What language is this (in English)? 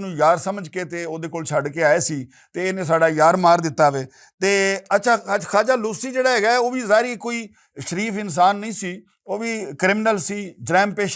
Western Panjabi